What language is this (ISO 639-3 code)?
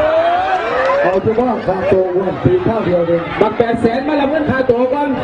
lao